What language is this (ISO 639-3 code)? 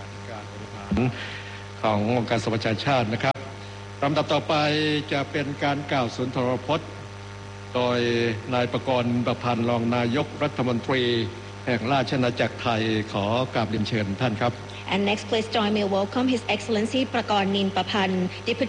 tha